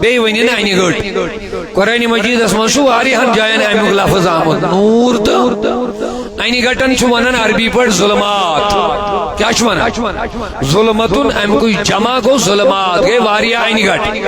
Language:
Kashmiri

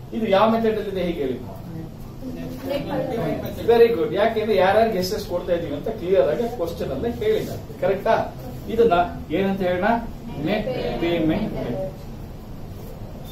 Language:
Kannada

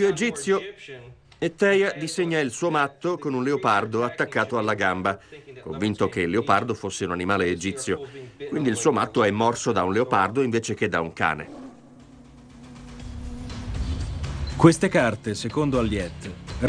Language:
Italian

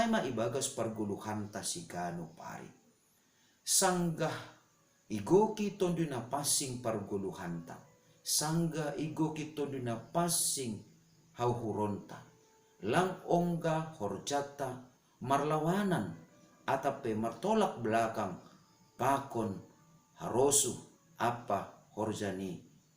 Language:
Batak Simalungun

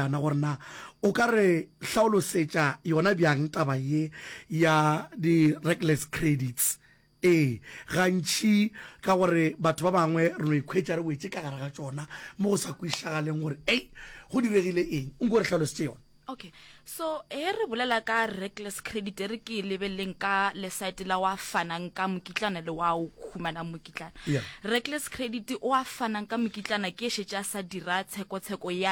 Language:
Northern Sotho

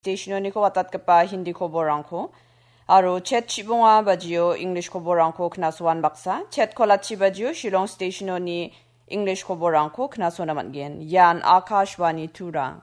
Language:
Garo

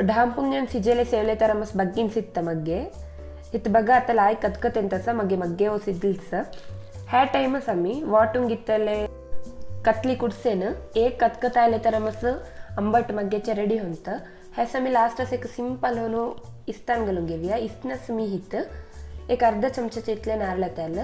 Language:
Konkani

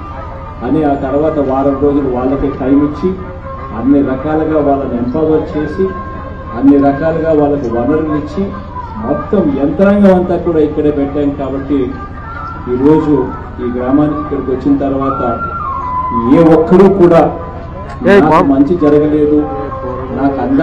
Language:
Telugu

